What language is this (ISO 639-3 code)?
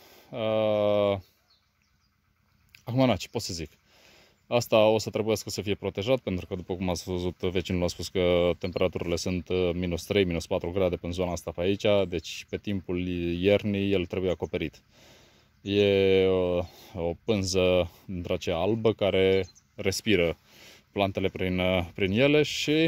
ron